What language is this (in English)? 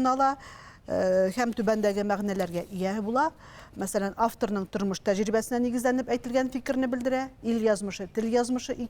Tatar